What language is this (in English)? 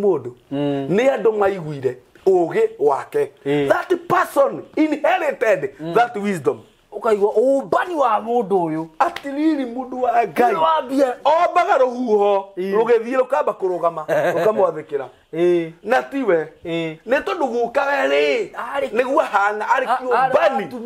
Kikuyu